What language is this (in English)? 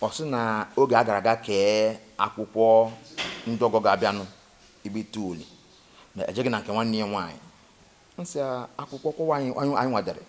Igbo